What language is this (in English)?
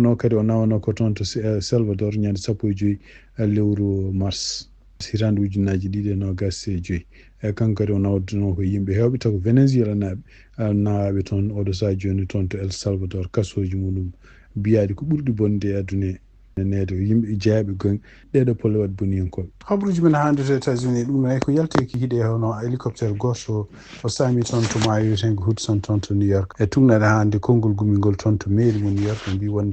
Fula